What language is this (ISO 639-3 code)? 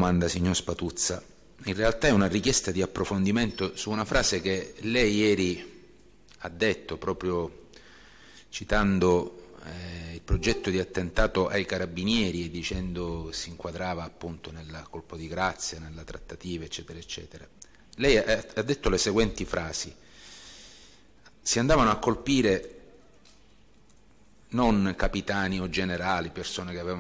ita